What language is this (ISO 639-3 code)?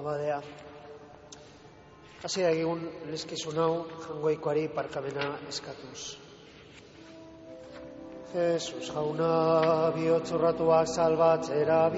eus